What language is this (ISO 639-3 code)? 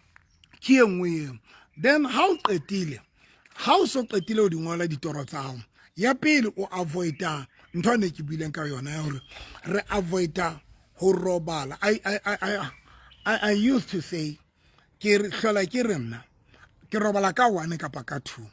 sot